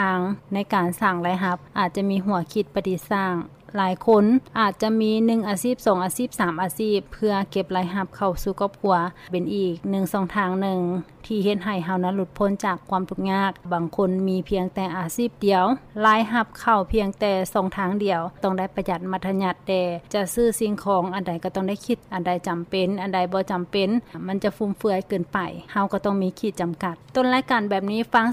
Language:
Lao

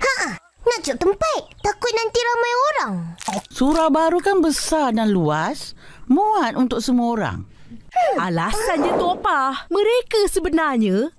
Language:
Malay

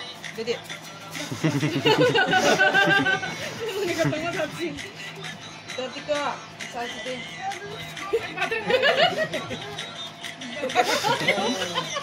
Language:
Indonesian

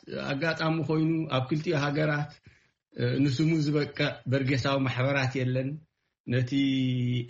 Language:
Tigrinya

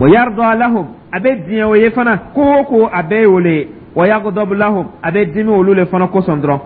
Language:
Dyula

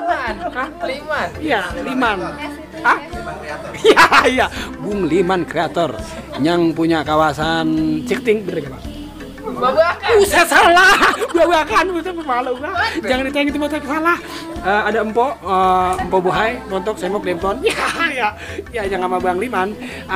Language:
Betawi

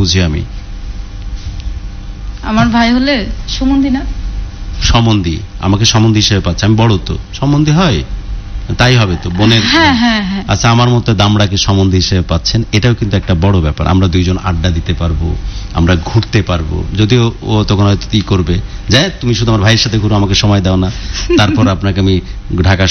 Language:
Bangla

